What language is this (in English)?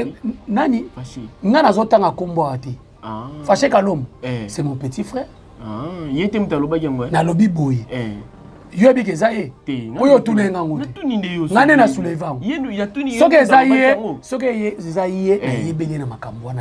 Lingala